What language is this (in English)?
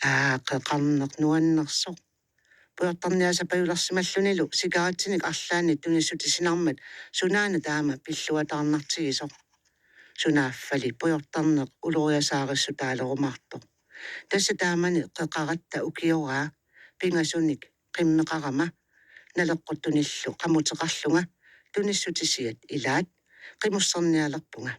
Kalaallisut